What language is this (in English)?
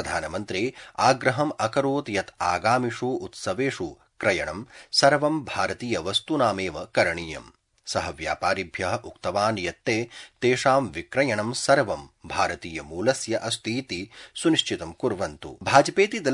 Sanskrit